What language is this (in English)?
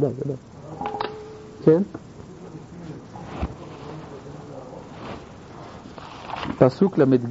Hebrew